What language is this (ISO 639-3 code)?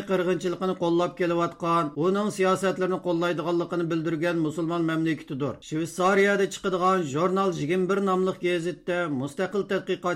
uig